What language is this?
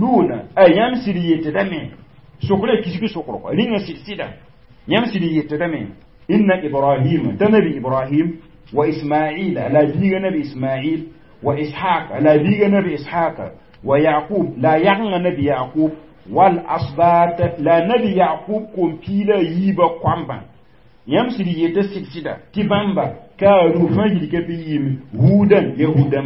Mossi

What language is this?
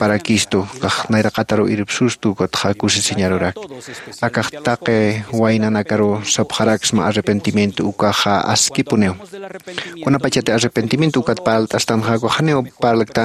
Aymara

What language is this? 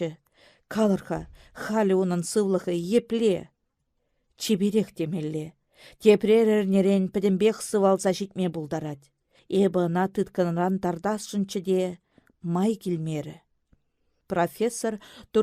Chuvash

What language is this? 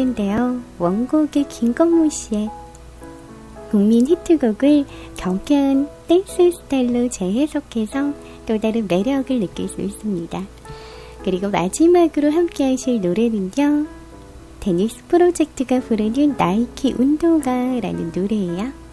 Korean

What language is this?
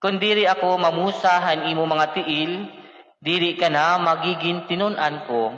Waray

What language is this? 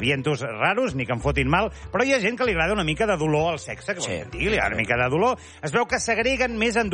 Catalan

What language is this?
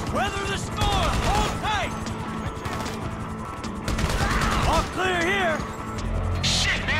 English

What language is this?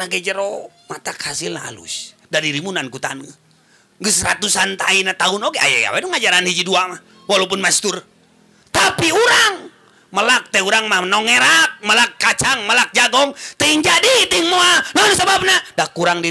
Sundanese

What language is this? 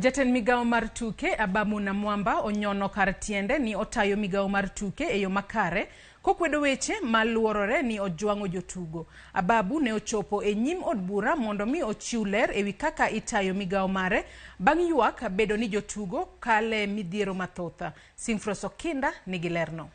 Luo (Kenya and Tanzania)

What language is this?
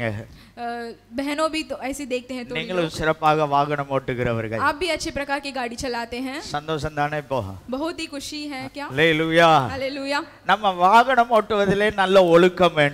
Tamil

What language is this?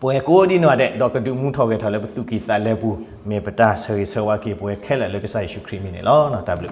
S'gaw Karen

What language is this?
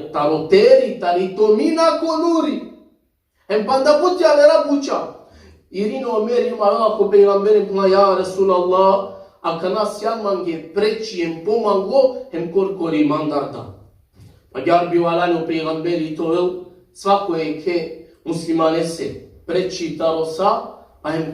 Balkan Romani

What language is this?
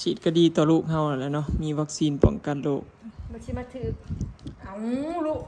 Northeastern Thai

